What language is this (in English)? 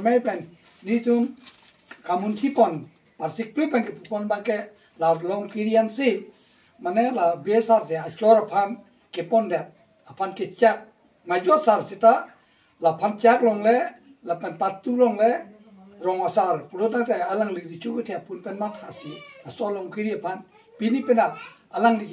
Karbi